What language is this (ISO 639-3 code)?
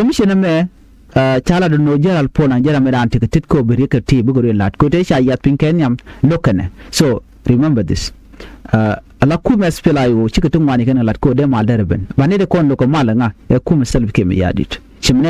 nus